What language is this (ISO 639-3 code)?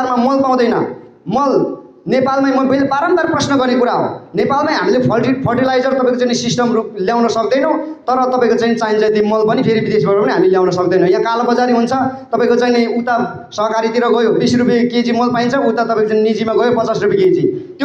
nep